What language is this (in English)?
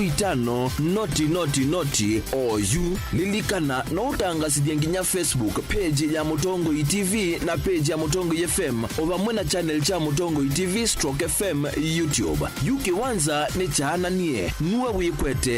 Kamba